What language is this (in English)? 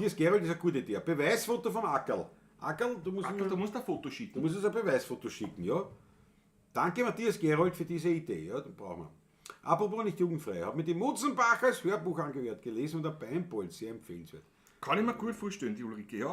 Bavarian